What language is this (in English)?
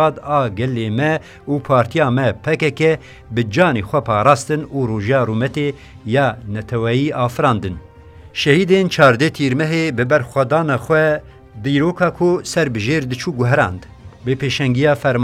Kurdish